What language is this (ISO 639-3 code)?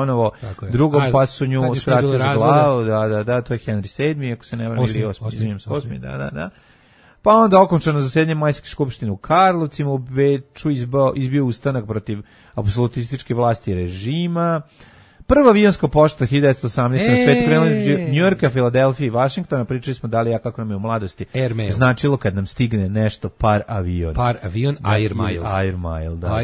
srp